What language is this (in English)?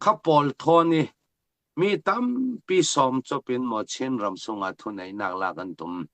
Falam Chin